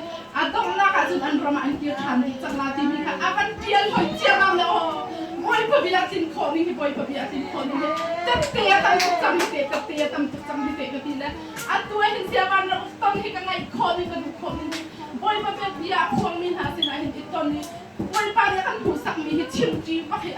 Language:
Hakha Chin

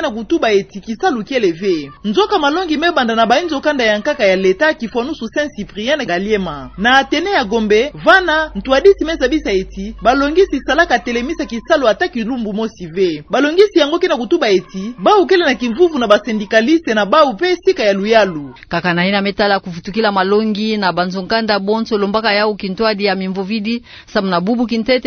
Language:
Kituba (Democratic Republic of Congo)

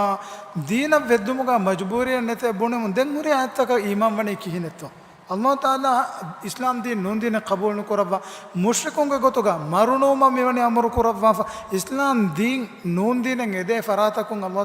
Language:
Divehi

